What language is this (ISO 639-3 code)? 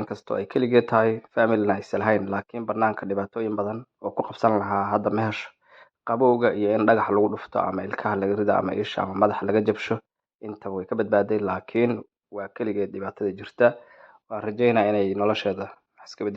som